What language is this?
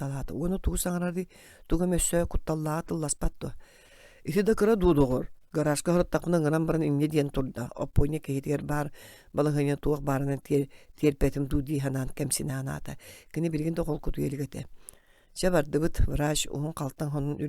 Yakut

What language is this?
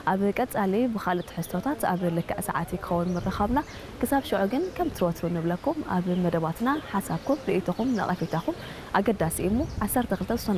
Tigrinya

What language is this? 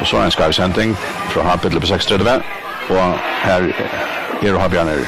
Faroese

